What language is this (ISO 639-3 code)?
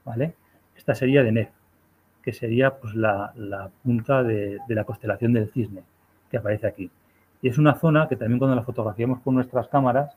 spa